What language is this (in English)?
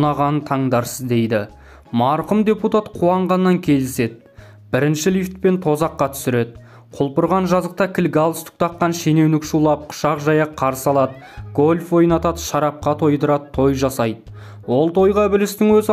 Kazakh